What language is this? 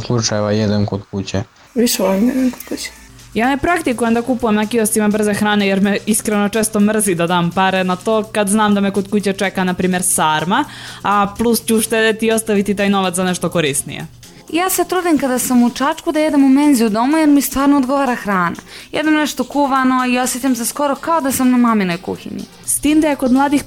Serbian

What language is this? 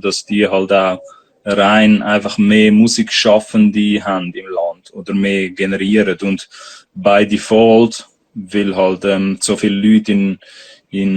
Swiss German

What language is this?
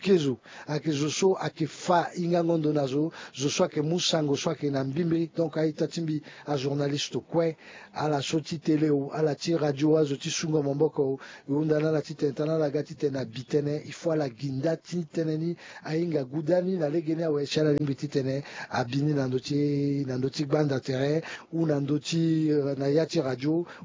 Sango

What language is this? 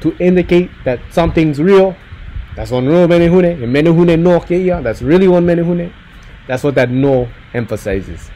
Hawaiian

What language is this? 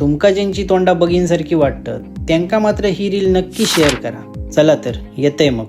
Konkani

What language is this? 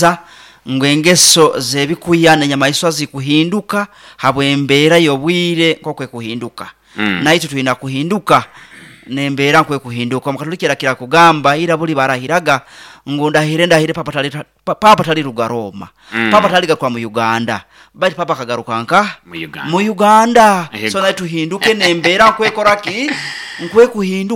Nyoro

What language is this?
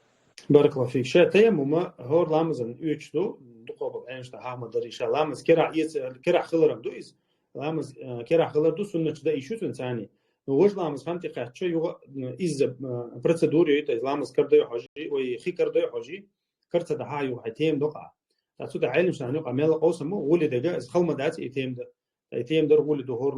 Chechen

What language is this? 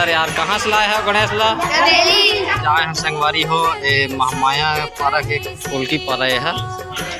Chhattisgarhi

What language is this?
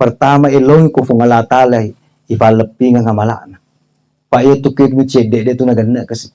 Buginese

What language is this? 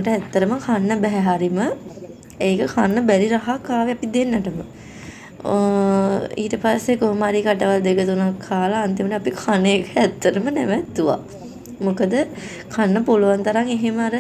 Sinhala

